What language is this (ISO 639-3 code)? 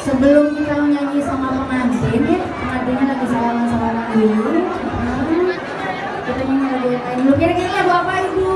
bew